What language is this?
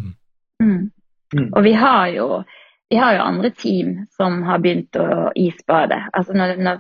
Norwegian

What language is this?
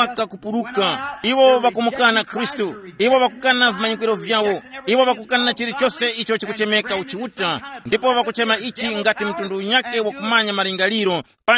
Tumbuka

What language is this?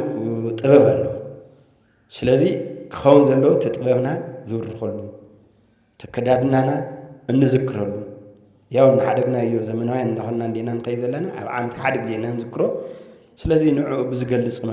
Tigrinya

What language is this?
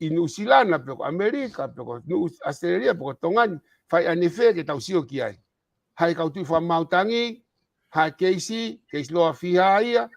Tongan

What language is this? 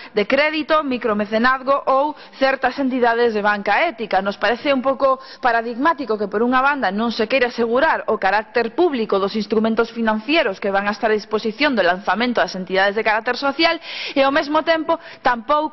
Galician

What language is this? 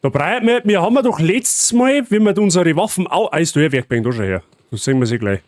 Bavarian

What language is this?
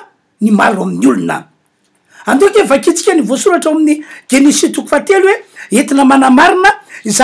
Malagasy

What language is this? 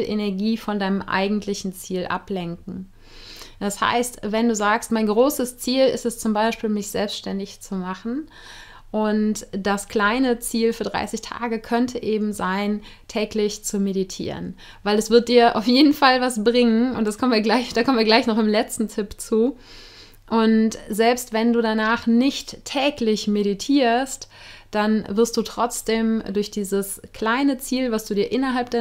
German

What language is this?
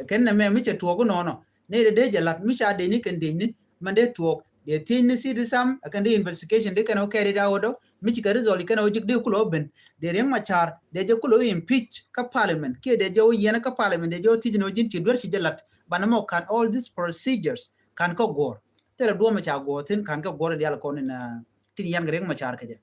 Nuer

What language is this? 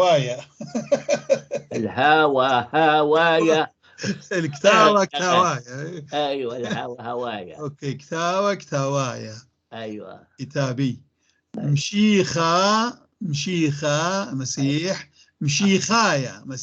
North Levantine Arabic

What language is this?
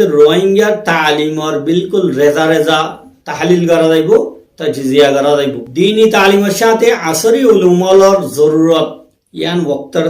Rohingya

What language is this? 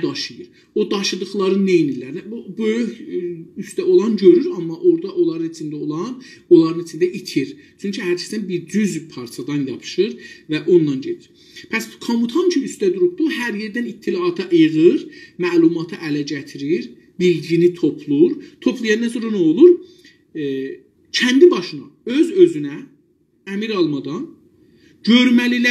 South Azerbaijani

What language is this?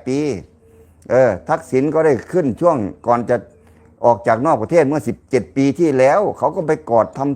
Lao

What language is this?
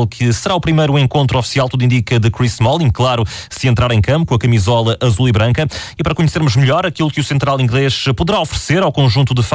Portuguese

